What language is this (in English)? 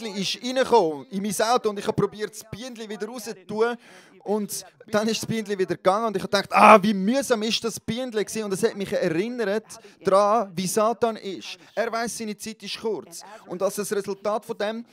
Swiss German